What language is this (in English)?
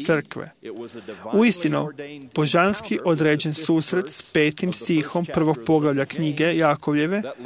Croatian